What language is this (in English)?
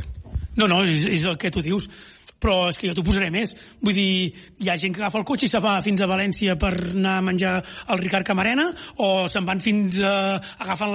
Catalan